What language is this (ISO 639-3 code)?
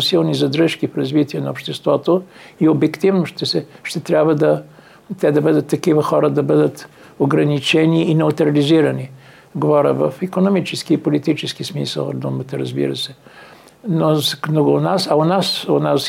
bul